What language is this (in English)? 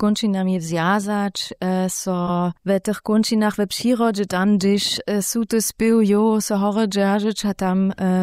Upper Sorbian